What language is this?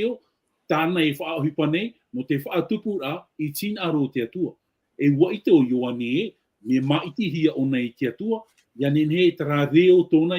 Tahitian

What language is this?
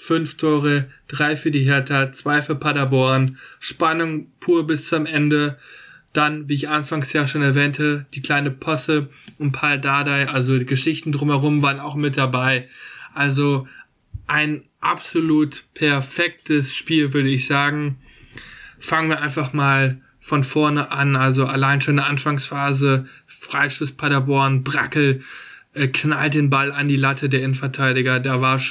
German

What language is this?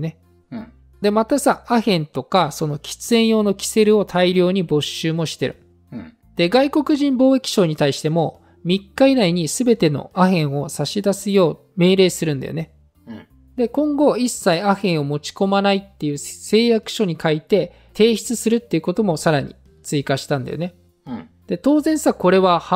Japanese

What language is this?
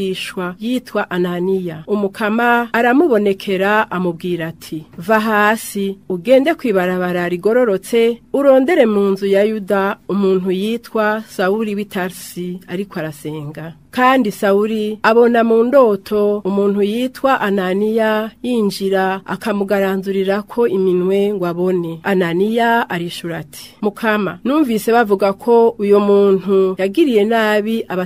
Rundi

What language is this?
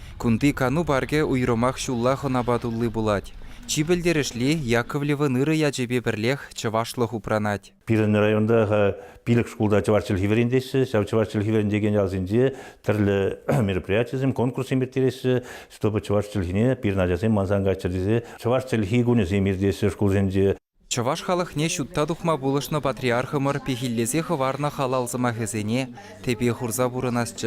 Chuvash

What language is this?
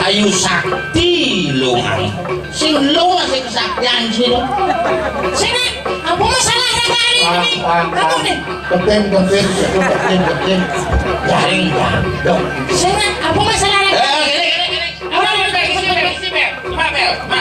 Balinese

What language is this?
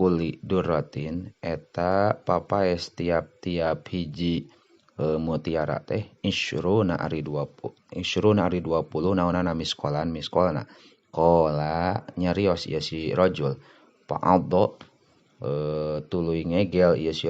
Sundanese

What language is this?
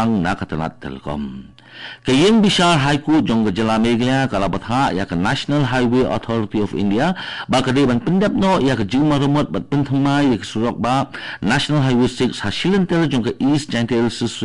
Khasi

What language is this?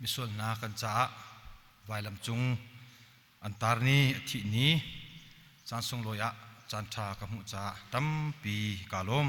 Hakha Chin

